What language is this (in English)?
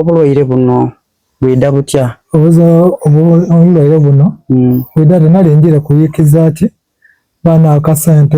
Soga